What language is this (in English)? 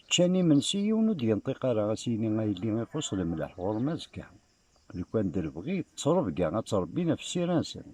Kabyle